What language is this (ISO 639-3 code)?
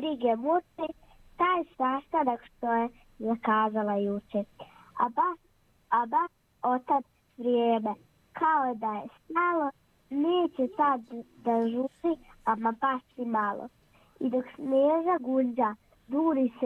srp